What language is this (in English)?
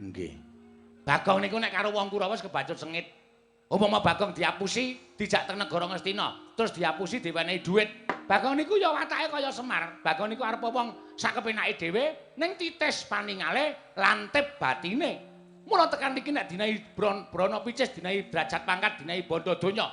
Javanese